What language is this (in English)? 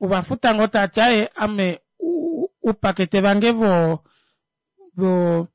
Kuanyama